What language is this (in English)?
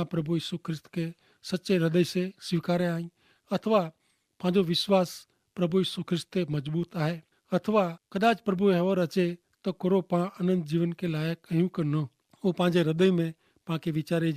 Kachhi